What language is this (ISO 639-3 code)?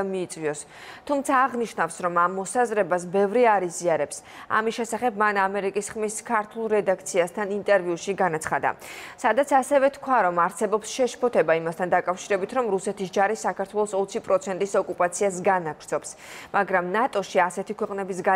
kat